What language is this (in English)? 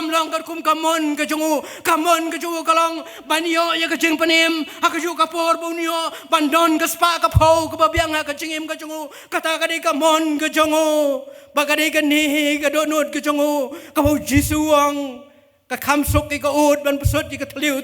Khasi